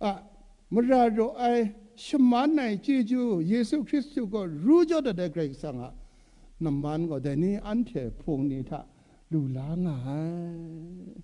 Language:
Kachin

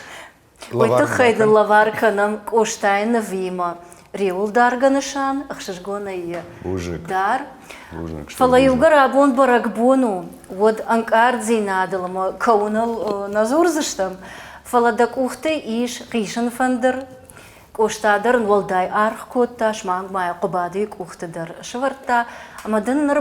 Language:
Ossetic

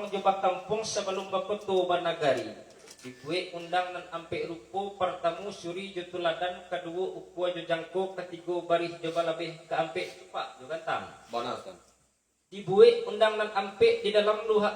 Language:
Minangkabau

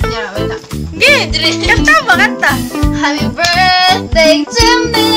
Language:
Cebuano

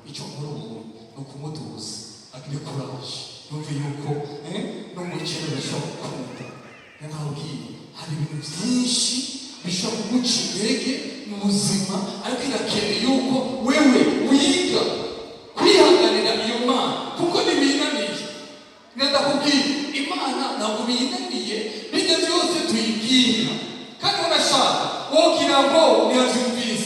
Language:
Rundi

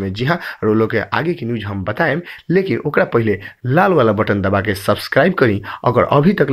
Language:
Bhojpuri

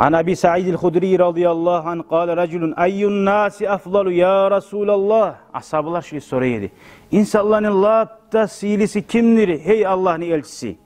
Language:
Kumyk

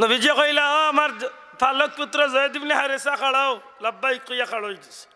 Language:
Sylheti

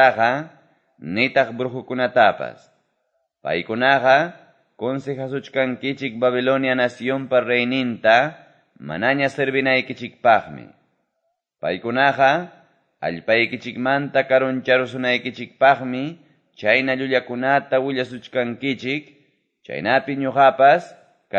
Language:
Quechua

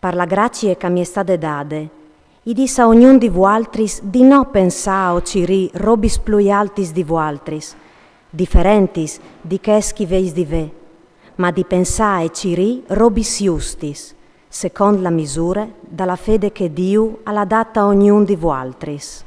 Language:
Friulian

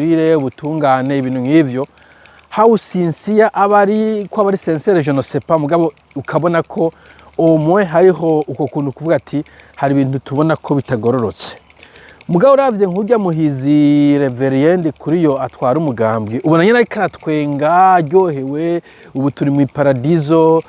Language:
Rundi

